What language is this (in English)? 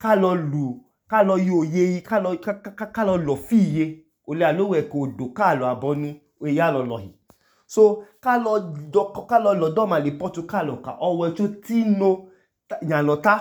Idoma